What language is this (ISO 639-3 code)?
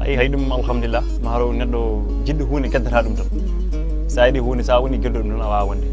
ful